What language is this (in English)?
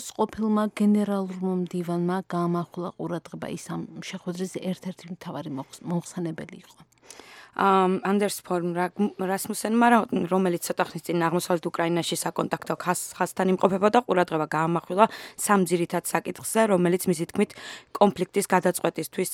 Georgian